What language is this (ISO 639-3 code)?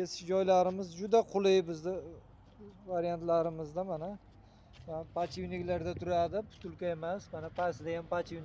uzb